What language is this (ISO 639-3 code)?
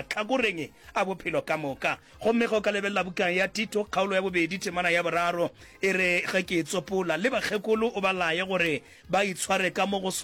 nso